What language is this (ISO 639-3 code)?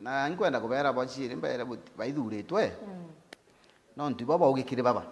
mer